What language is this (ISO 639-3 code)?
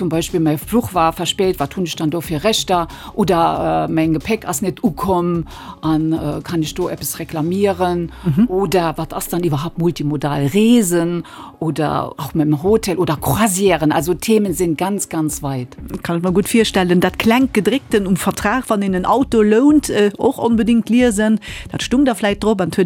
ltz